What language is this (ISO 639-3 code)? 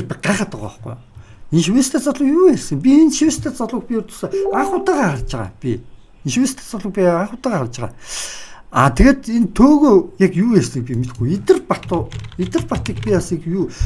mon